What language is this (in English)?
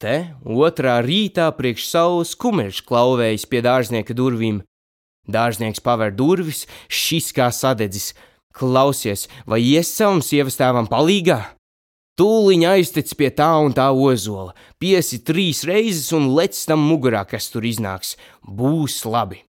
Latvian